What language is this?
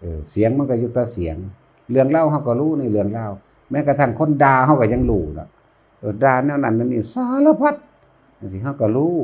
Northeastern Thai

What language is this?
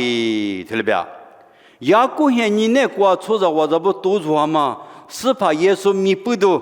Lisu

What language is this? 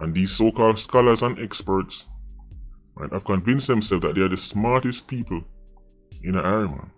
Jamaican Creole English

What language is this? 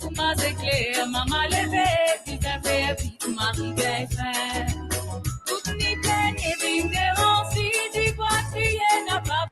Morisyen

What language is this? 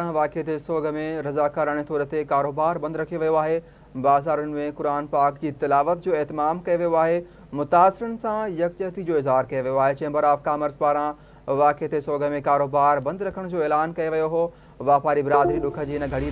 Sindhi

